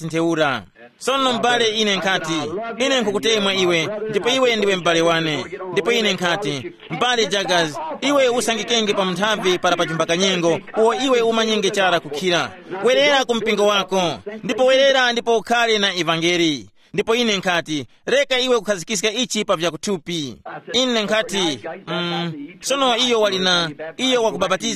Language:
Tumbuka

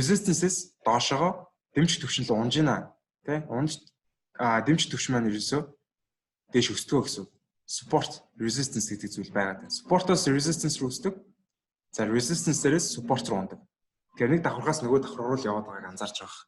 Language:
Mongolian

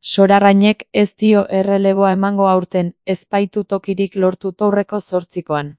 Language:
Basque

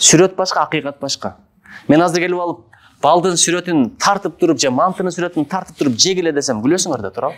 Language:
Kyrgyz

